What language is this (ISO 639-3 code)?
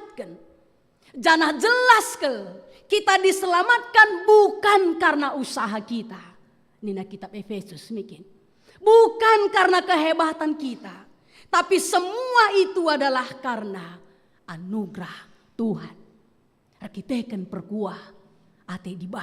btx